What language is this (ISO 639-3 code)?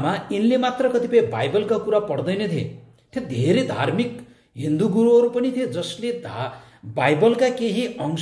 nep